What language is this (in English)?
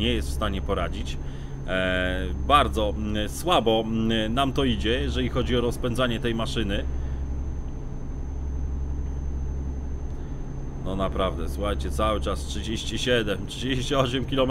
Polish